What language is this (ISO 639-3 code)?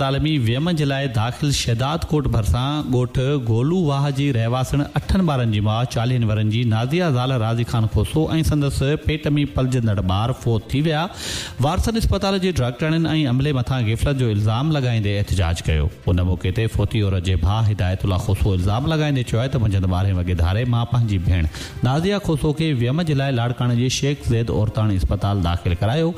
snd